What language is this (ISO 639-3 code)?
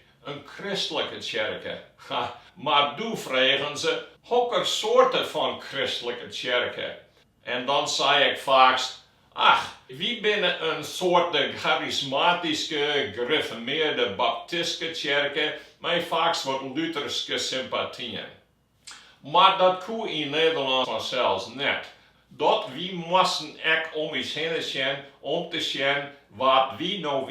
fry